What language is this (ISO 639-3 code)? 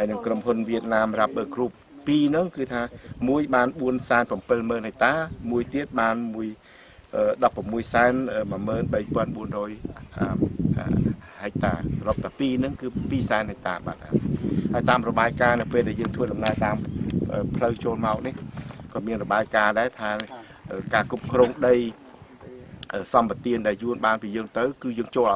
khm